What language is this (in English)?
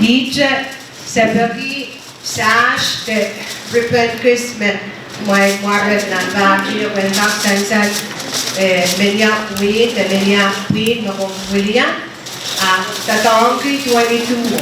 Pohnpeian